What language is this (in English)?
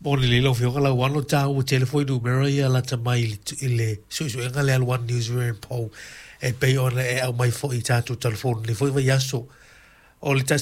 Samoan